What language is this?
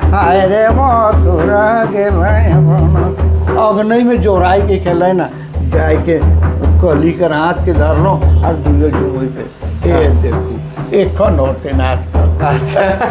Sadri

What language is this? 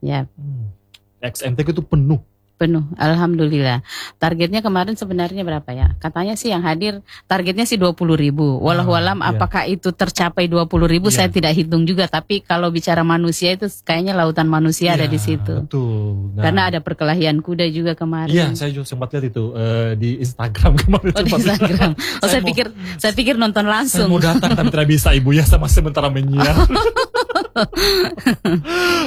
Indonesian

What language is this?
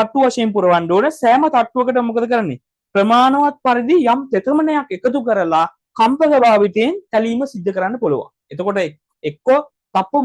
Sinhala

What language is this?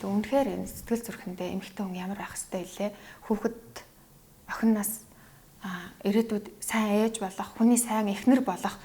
Mongolian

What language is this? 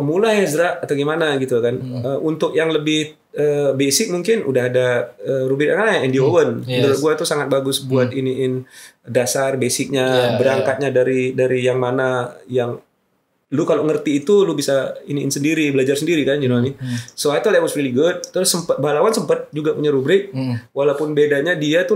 Indonesian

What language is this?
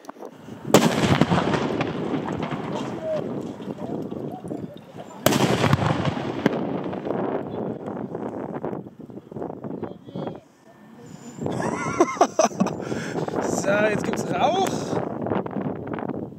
German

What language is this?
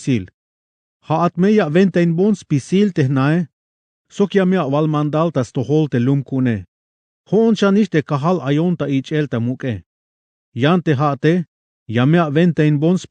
Tzeltal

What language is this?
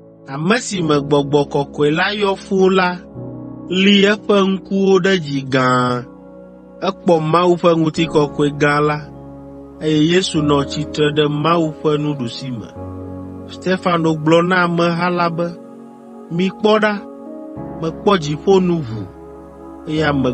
Ewe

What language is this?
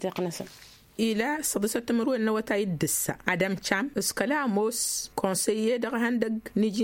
Tamasheq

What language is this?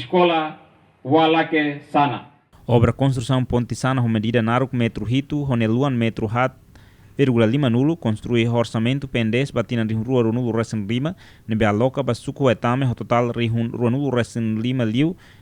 Tetum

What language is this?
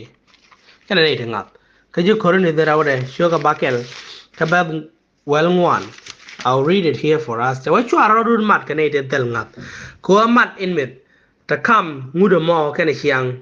Nuer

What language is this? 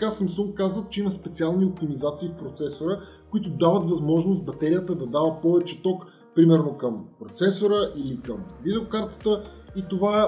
Bulgarian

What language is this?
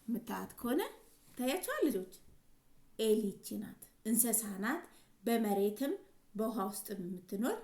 Amharic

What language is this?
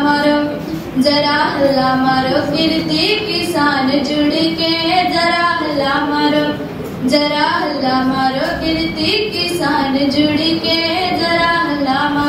Punjabi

